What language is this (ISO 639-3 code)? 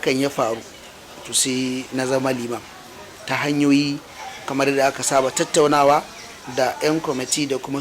hau